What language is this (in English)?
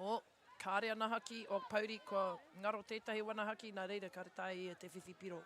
Māori